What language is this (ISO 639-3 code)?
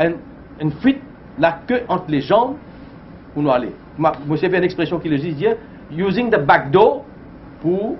mfe